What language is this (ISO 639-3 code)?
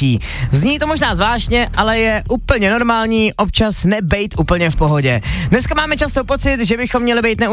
ces